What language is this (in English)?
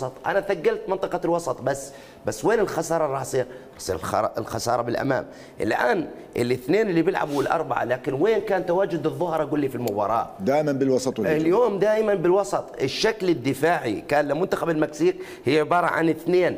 Mesopotamian Arabic